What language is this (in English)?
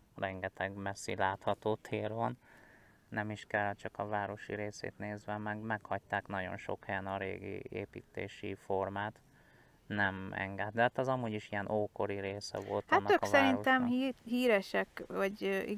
Hungarian